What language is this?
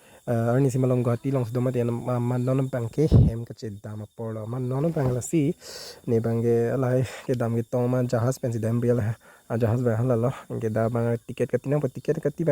Karbi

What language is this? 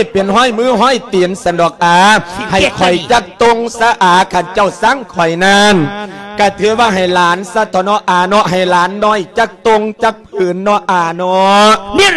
Lao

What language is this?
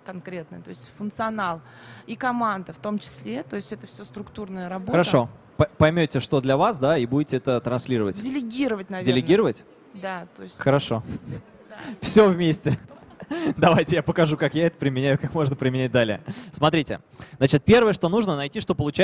Russian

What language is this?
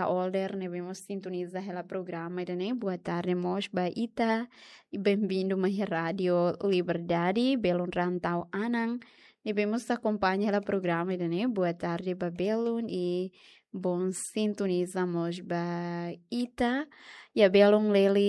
Tetum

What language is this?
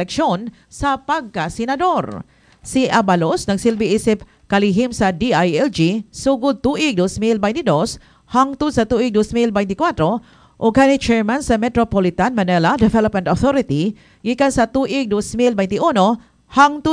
Cebuano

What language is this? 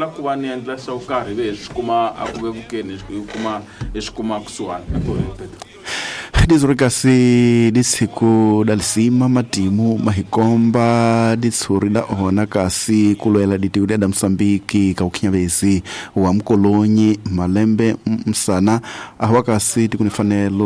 Tsonga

